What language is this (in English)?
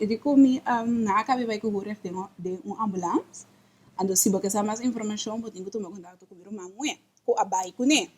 Papiamento